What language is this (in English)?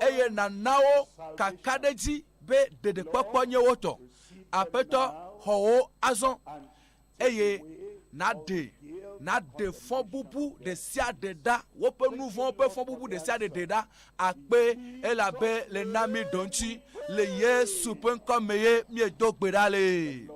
Ewe